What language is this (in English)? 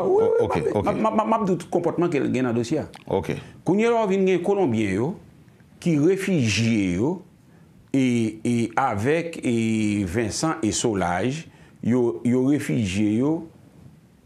Haitian Creole